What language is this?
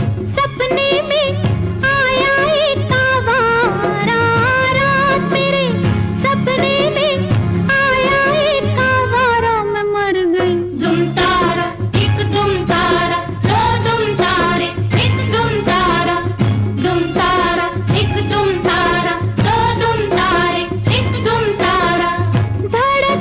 Hindi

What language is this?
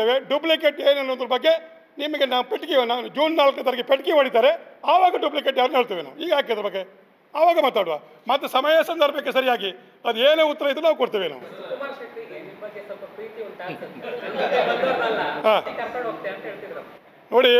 Kannada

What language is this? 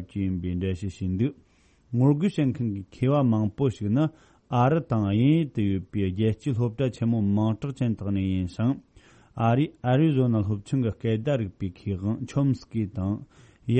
Tibetan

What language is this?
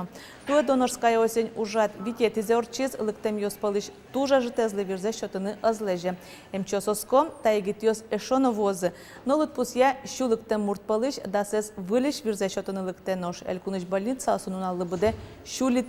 Udmurt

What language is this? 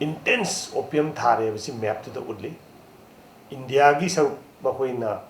Manipuri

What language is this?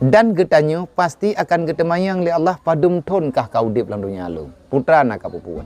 Achinese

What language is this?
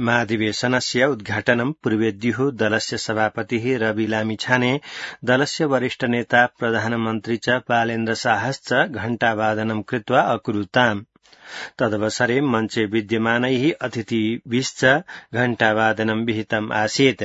Sanskrit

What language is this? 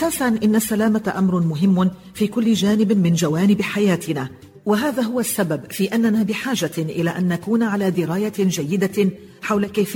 Arabic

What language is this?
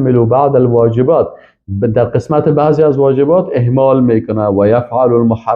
Persian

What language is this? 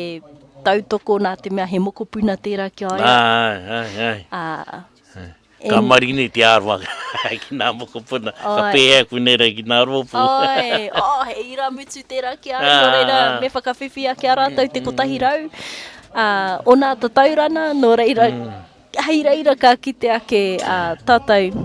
Māori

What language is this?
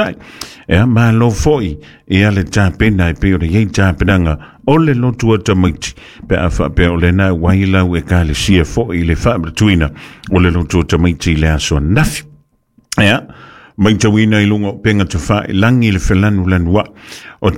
Samoan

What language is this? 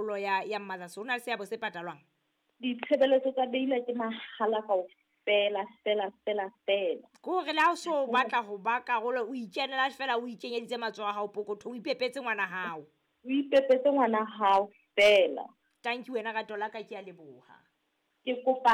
Southern Sotho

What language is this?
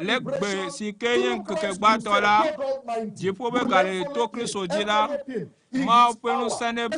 Ewe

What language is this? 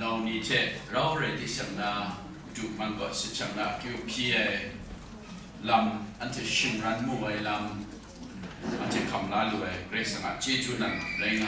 Kachin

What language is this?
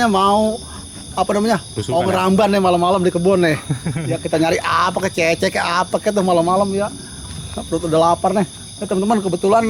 Betawi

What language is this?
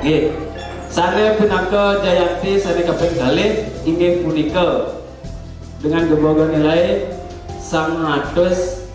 Balinese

